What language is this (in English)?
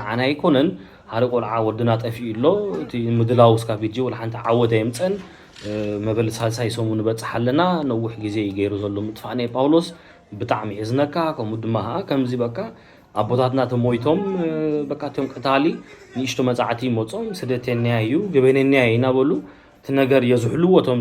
Tigrinya